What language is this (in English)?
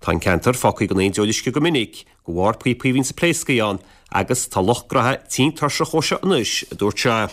Irish